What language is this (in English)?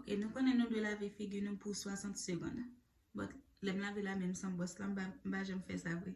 Haitian Creole